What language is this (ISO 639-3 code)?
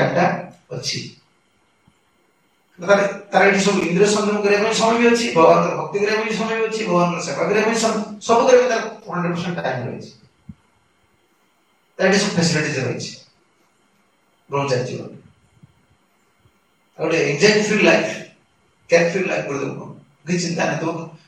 ori